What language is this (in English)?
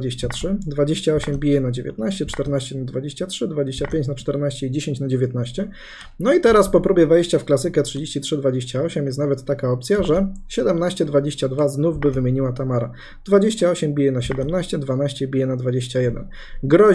Polish